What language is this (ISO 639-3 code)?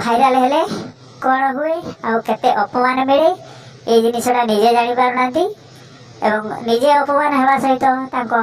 ori